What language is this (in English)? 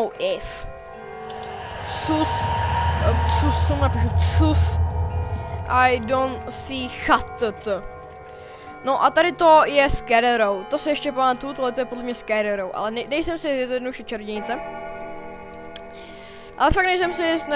Czech